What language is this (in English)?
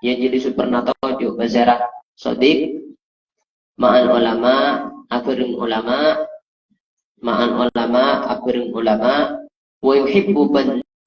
Madurese